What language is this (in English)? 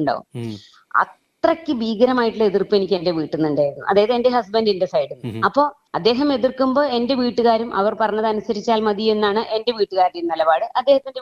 Malayalam